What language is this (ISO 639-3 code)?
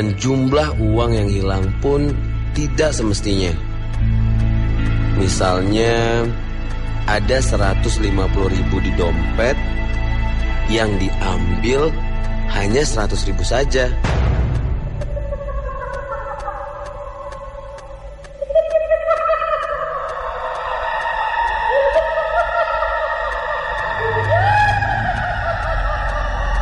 ind